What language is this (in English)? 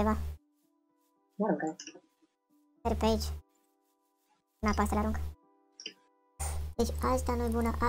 Romanian